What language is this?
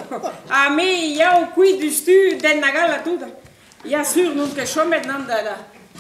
Breton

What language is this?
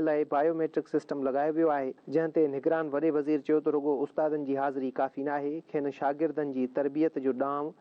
Sindhi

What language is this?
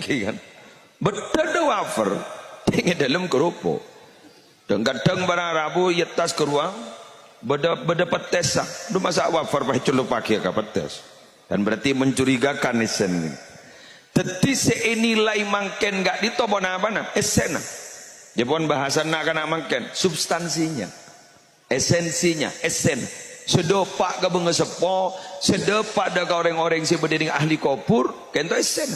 Madurese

